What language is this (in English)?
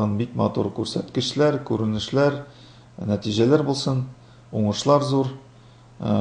Tatar